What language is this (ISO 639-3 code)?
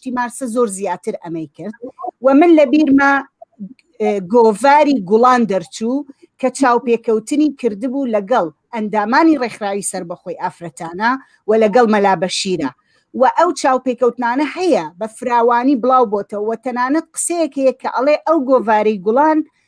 ckb